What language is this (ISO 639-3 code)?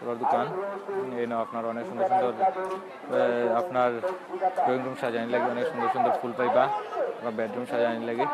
syl